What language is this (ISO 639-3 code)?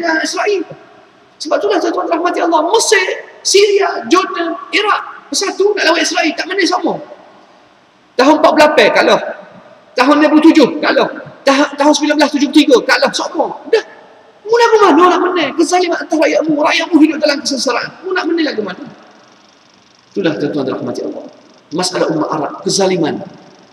msa